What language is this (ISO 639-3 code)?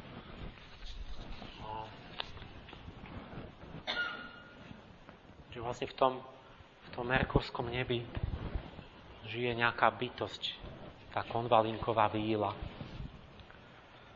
slk